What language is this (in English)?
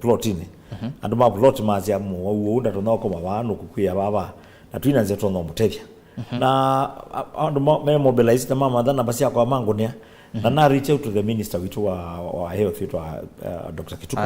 Kamba